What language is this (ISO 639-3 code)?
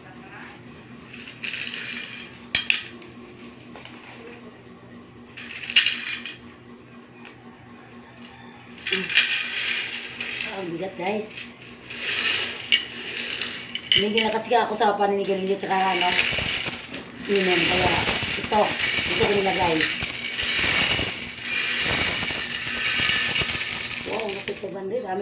fil